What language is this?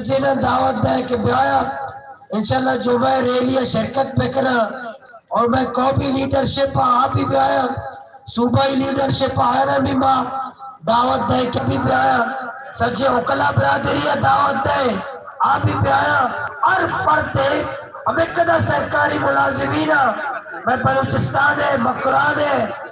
Baluchi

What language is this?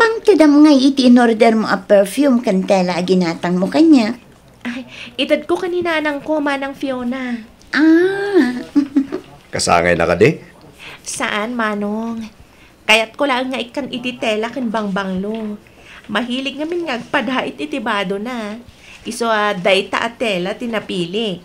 Iloko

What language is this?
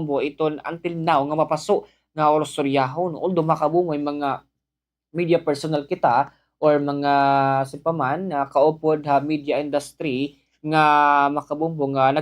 Waray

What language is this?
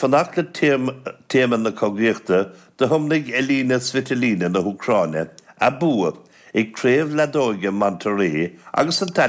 Irish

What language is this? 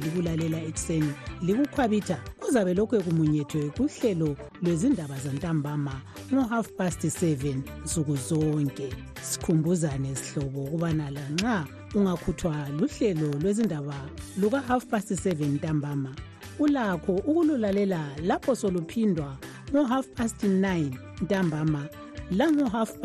North Ndebele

